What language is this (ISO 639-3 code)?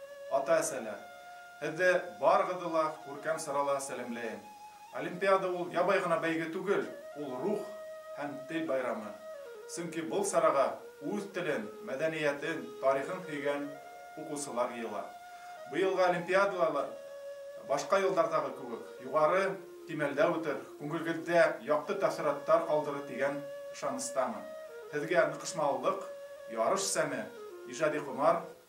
bak